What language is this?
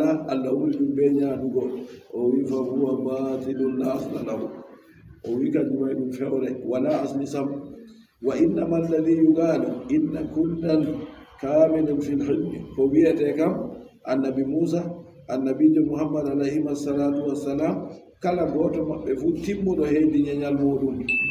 Adamawa Fulfulde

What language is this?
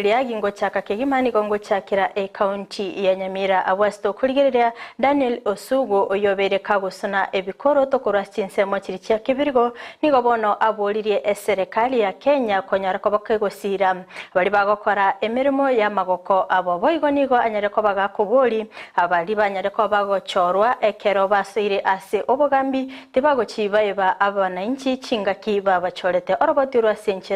Gusii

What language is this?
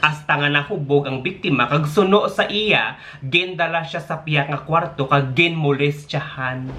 Hiligaynon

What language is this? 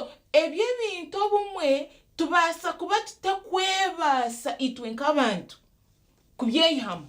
Nyankole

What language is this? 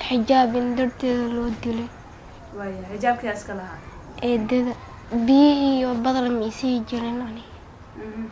Somali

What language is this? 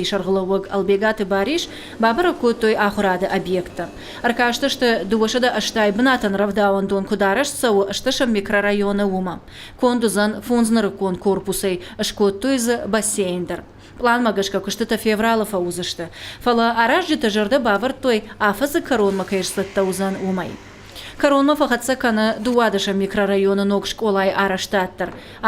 Ossetic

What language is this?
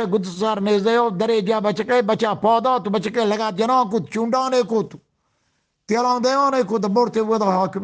Eastern Balochi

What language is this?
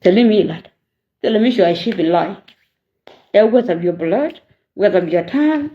Nuer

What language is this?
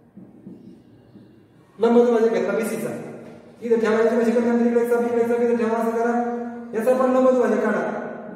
Marathi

